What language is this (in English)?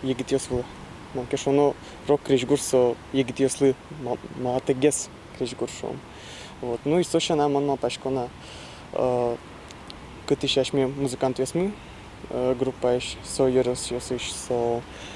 Udmurt